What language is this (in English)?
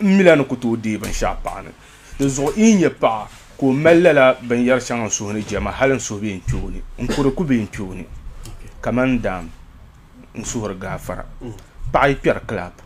Dagbani